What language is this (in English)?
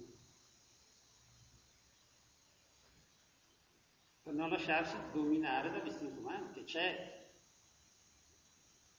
Italian